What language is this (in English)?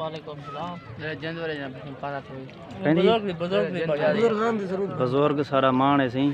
Saraiki